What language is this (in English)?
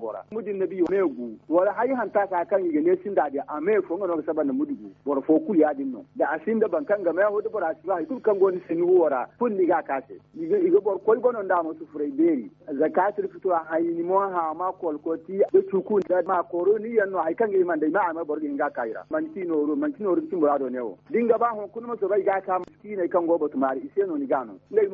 Zarma